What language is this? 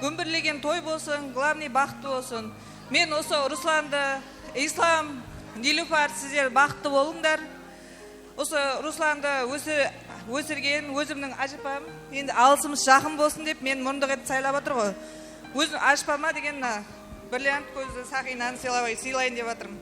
Kara-Kalpak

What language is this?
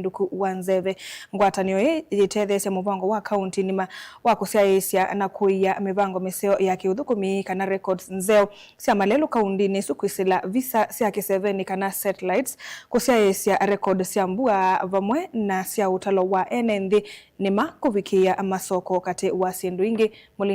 Kamba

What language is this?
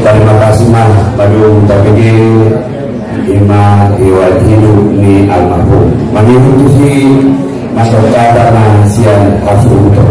Batak Angkola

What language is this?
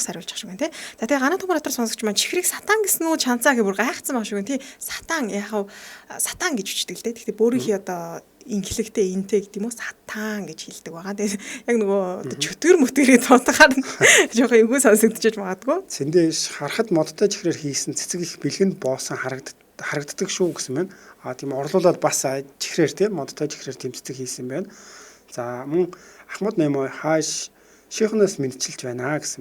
Mongolian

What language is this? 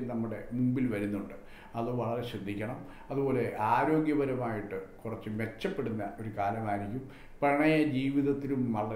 Malayalam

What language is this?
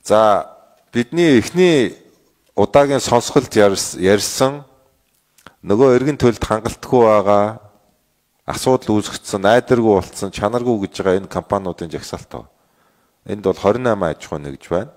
Mongolian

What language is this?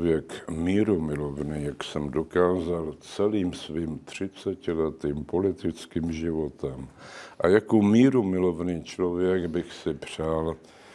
Czech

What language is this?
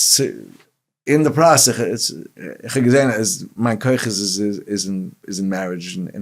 Yiddish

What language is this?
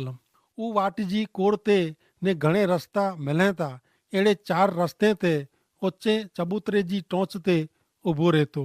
Kachhi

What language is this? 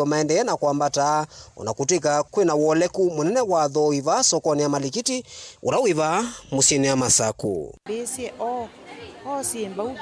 Kamba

